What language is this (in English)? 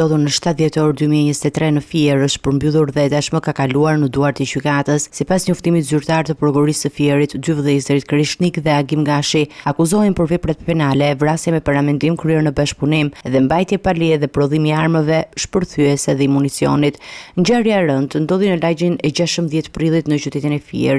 Albanian